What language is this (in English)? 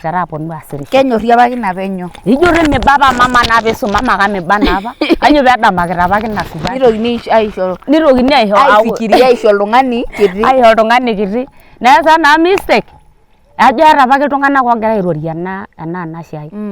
Masai